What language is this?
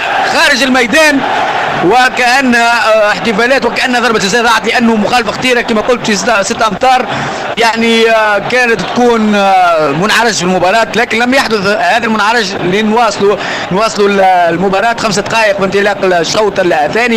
Tunisian Arabic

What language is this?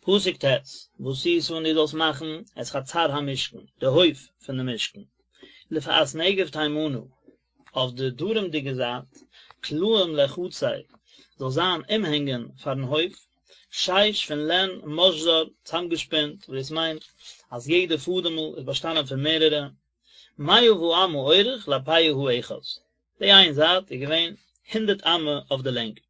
Yiddish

